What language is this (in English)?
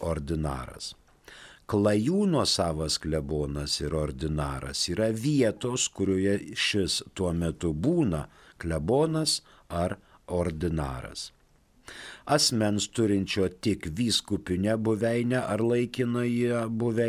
Lithuanian